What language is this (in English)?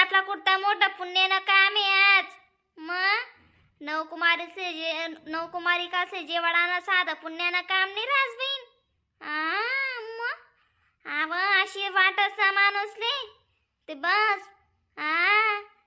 Khandesi